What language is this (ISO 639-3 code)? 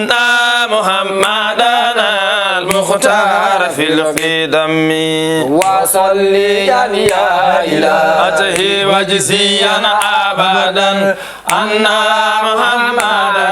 ful